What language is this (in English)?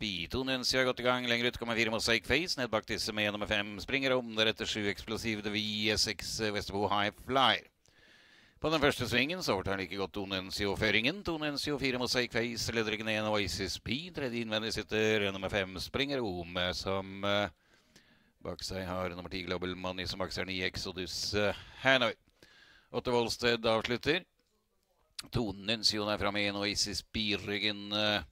Norwegian